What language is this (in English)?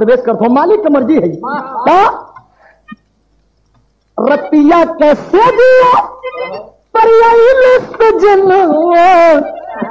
Bhojpuri